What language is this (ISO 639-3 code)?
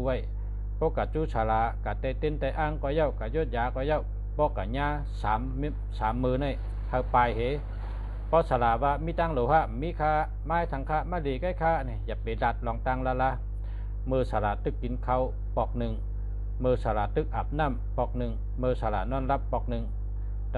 shn